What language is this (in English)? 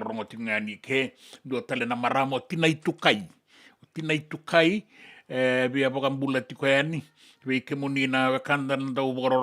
Fijian